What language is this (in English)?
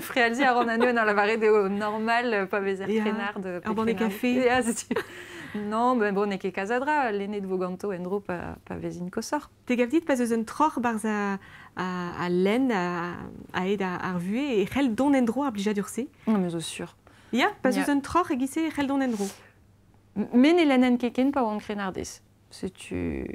Breton